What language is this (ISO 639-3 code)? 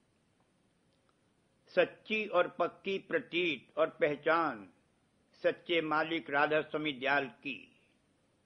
hin